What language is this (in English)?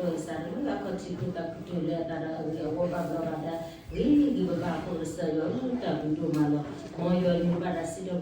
S'gaw Karen